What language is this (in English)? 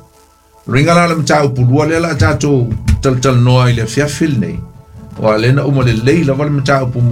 Samoan